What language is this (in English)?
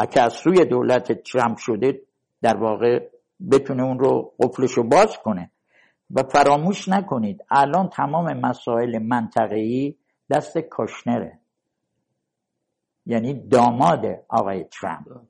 Persian